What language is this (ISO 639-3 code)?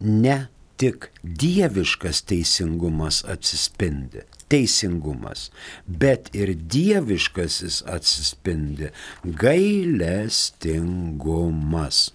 lit